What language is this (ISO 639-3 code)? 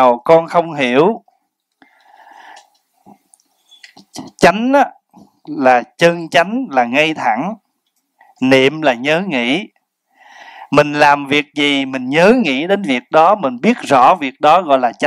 vie